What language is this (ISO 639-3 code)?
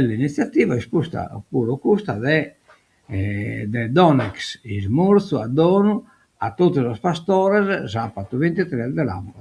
srd